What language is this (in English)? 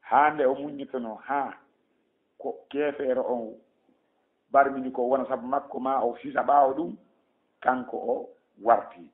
Fula